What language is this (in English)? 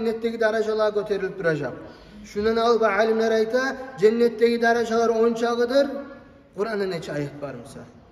Kumyk